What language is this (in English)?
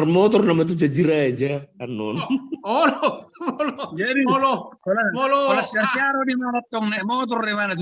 Batak Toba